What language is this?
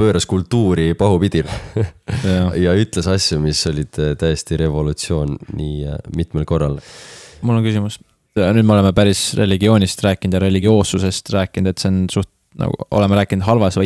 Estonian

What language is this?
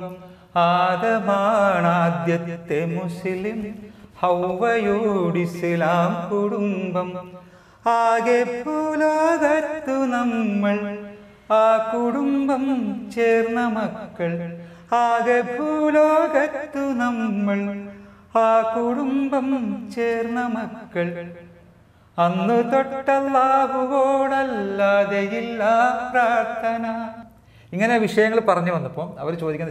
Malayalam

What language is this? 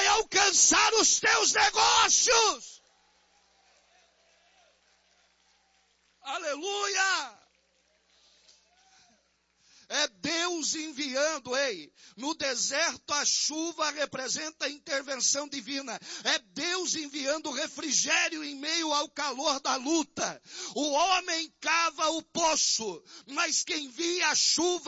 Portuguese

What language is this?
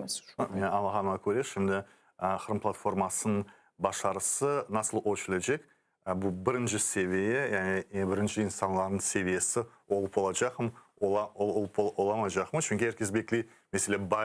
Crimean Tatar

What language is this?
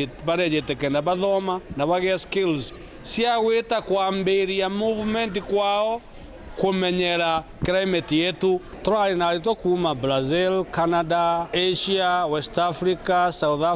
Meru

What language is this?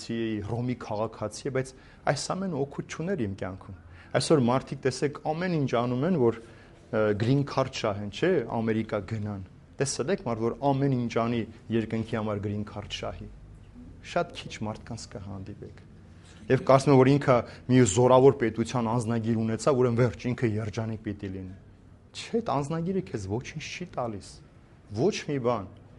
Armenian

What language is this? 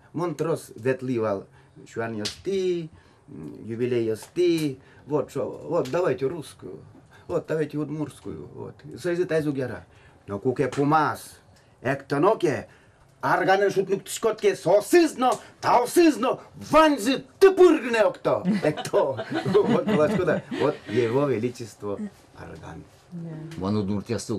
Udmurt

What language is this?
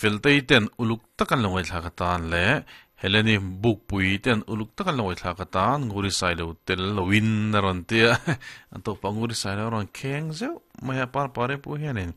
Mizo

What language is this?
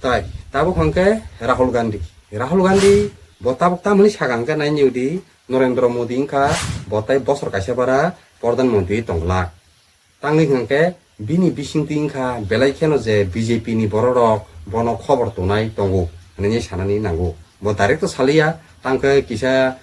Kok Borok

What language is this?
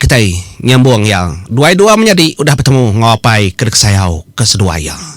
Iban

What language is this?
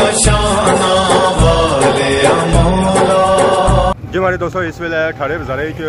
Pahari-Potwari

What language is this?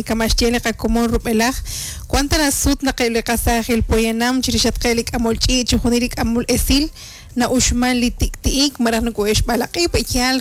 Kekchí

